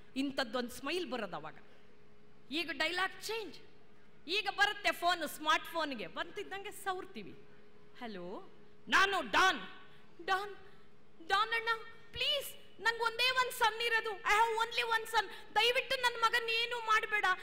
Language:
Kannada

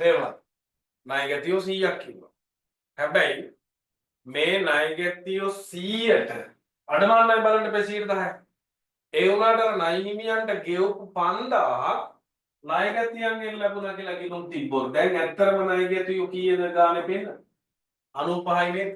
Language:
Sinhala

